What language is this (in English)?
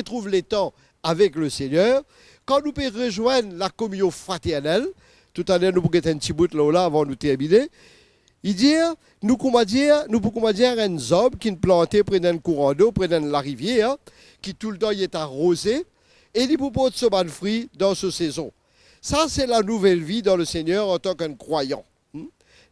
Morisyen